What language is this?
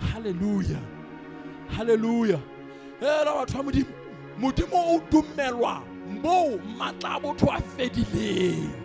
Southern Sotho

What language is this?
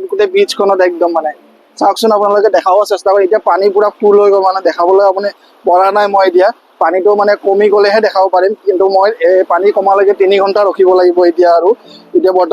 Assamese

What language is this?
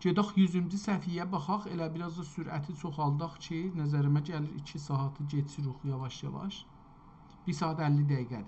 South Azerbaijani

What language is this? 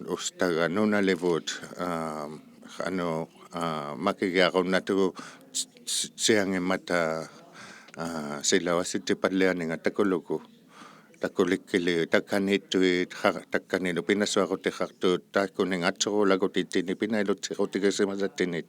Inuktitut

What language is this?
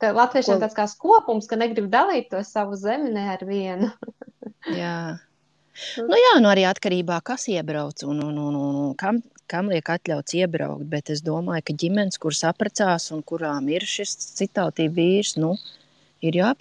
Latvian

